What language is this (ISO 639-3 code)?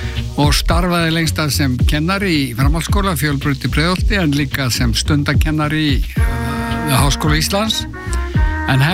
isl